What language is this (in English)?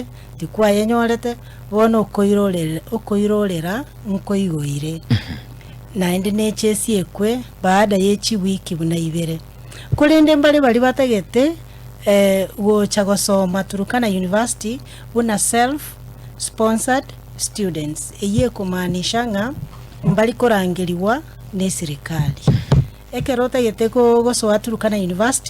Gusii